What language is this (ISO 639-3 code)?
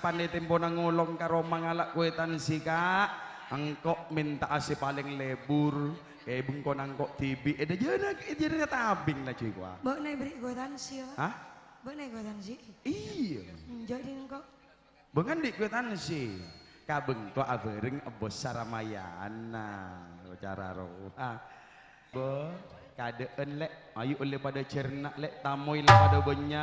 mad